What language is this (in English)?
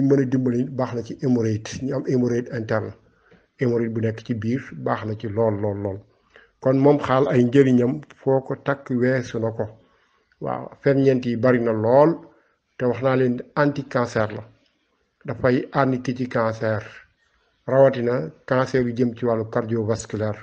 Wolof